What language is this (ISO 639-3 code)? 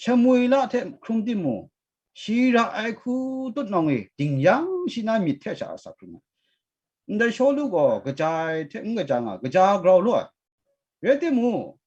kac